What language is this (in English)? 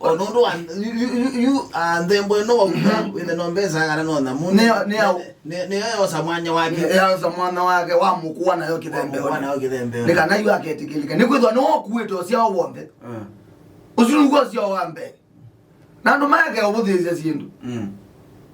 Kamba